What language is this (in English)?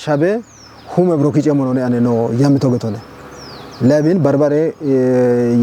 Kafa